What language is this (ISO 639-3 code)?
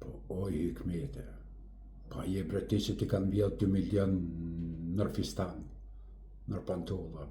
sqi